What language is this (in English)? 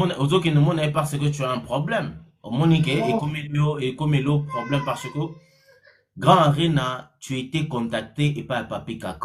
Lingala